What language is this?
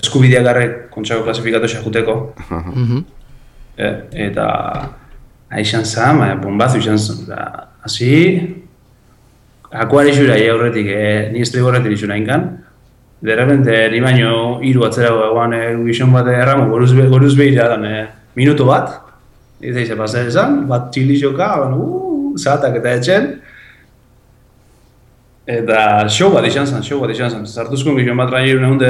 Basque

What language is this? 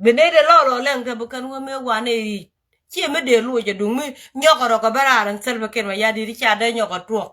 Nuer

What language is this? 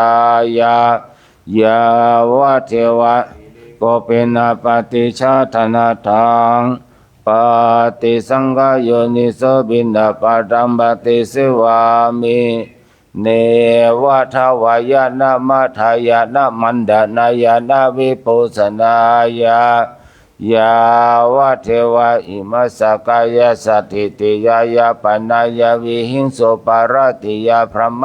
Pali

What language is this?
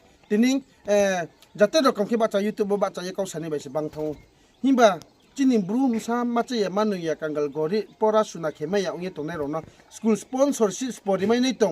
Riang (India)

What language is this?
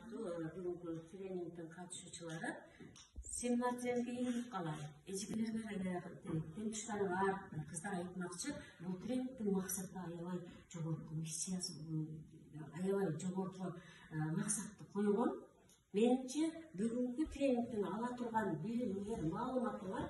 Kyrgyz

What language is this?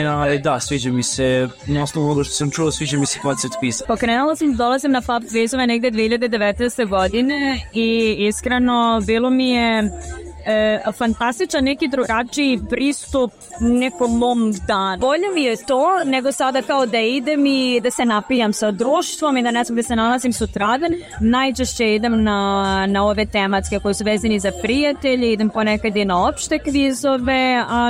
Serbian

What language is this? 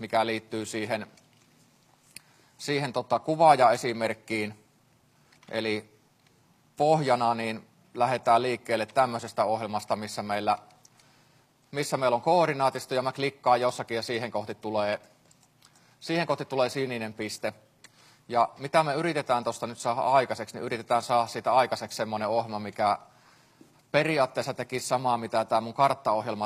Finnish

